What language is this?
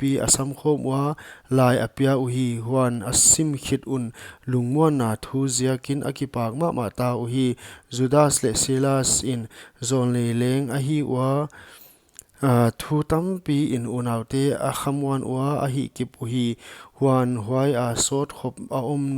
Paite Chin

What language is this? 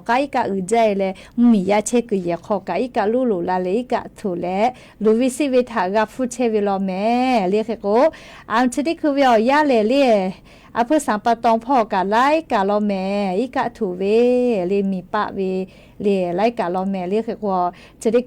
Lahu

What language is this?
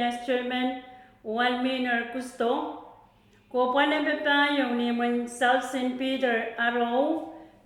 Pohnpeian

